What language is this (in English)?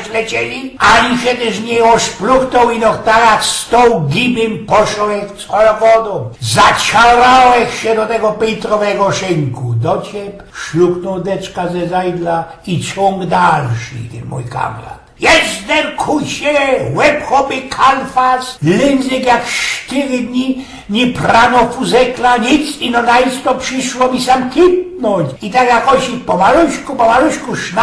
Silesian